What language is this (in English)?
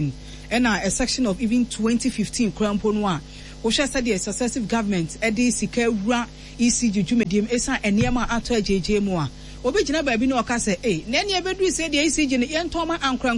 Akan